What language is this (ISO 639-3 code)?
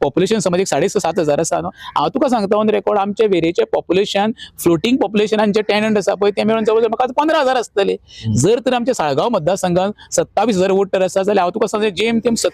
kok